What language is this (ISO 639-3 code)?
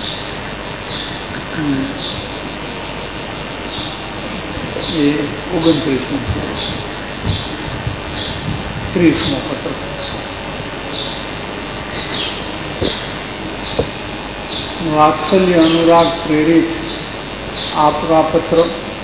guj